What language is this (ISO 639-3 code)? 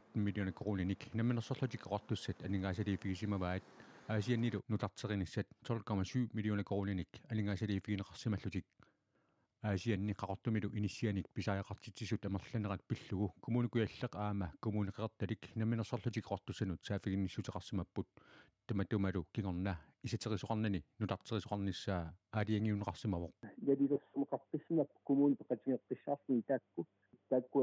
kal